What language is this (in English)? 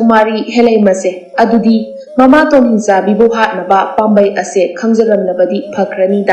Manipuri